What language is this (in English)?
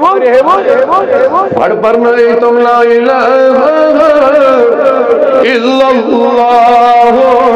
Kashmiri